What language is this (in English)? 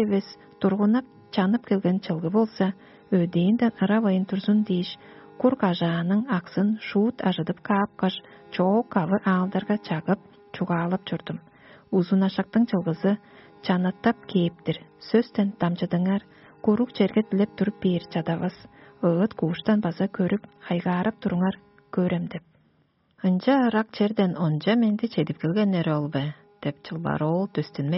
Tuvinian